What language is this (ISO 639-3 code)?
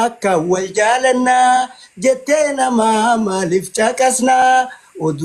orm